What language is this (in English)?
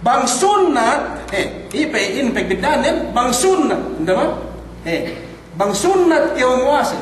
Yakan